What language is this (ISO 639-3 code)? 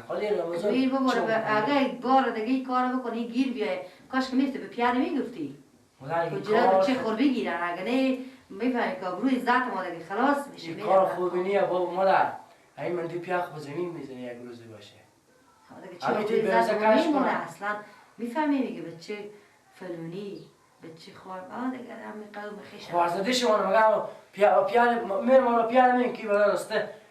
fas